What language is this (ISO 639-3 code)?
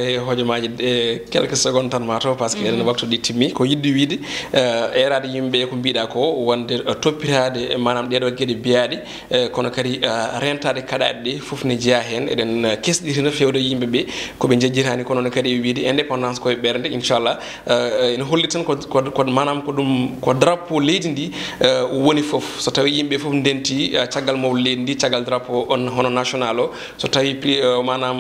ful